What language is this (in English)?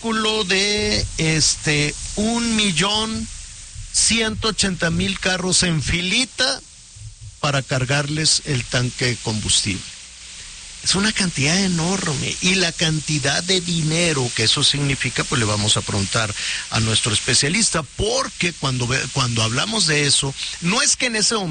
Spanish